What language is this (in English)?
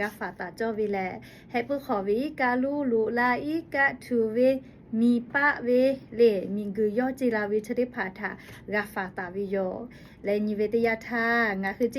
Lahu